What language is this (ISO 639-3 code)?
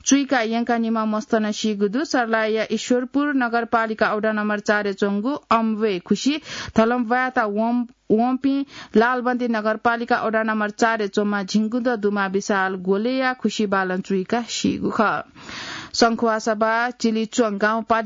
new